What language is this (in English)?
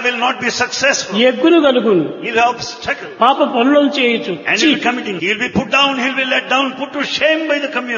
Telugu